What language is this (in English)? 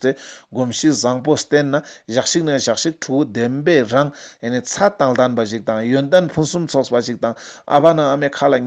Ladakhi